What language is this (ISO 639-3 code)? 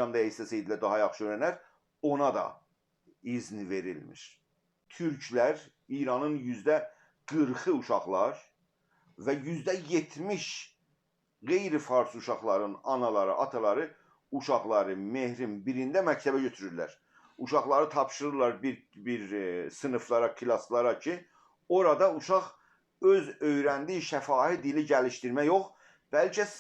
azb